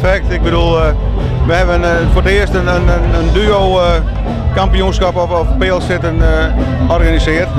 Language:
Western Frisian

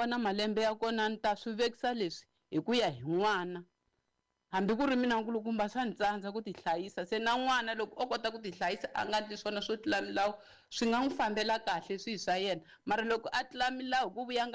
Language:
Tsonga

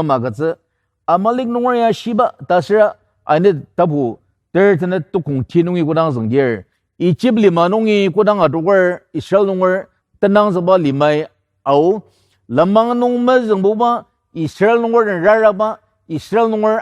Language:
Ao Naga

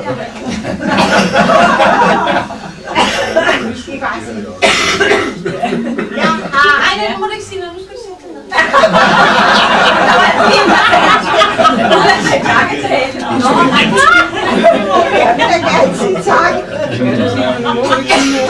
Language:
Danish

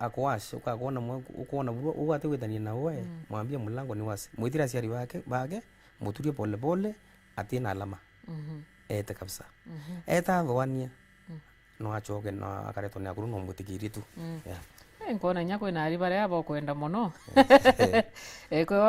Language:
Meru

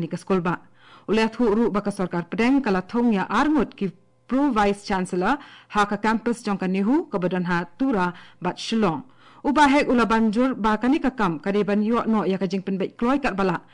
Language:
Khasi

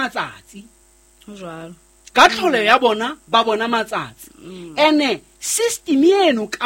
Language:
Southern Sotho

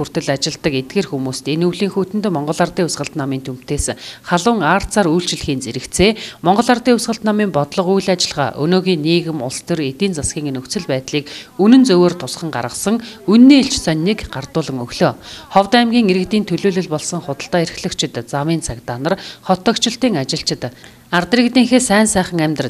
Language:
Mongolian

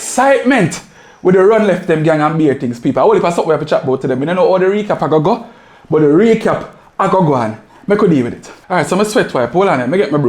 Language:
Jamaican Creole English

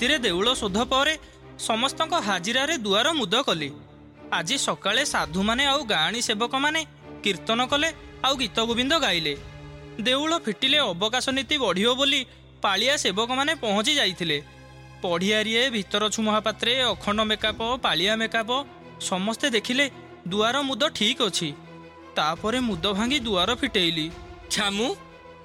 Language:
Odia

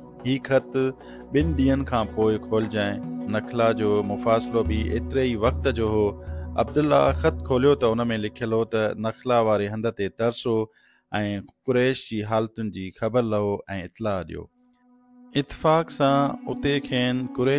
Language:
Sindhi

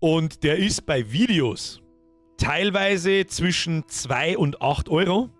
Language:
Bavarian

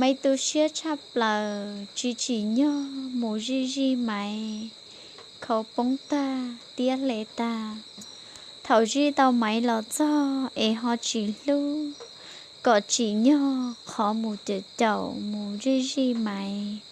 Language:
Hmong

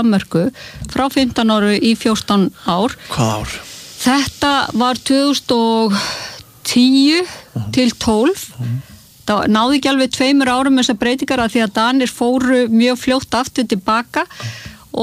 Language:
Icelandic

